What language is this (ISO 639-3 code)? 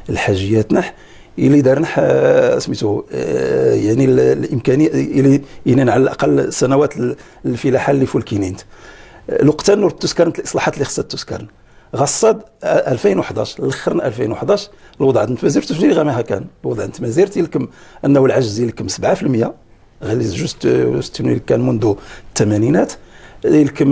ary